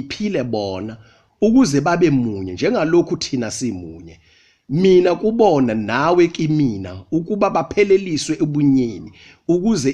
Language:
Zulu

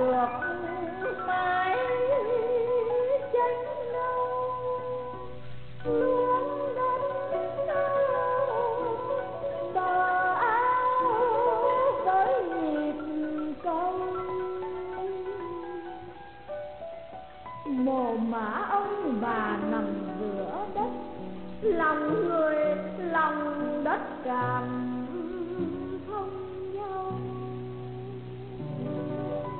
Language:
Vietnamese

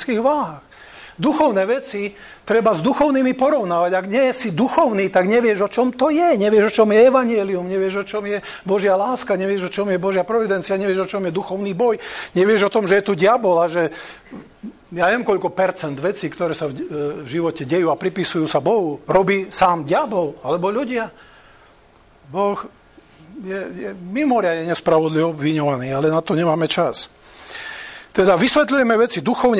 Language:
Slovak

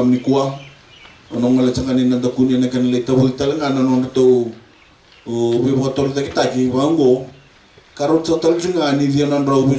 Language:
Fijian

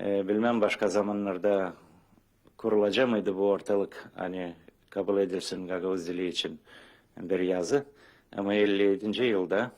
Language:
Gagauz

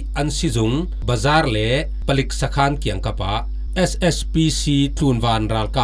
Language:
Falam Chin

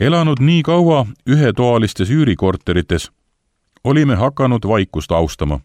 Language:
Estonian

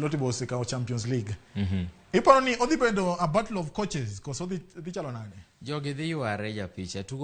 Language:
Luo (Kenya and Tanzania)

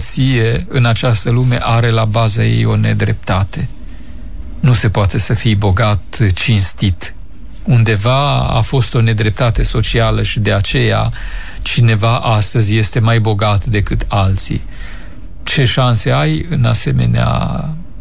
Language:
Romanian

